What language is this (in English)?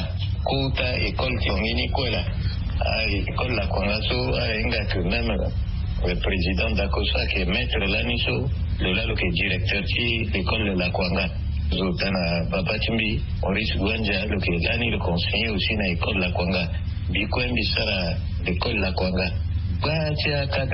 Sango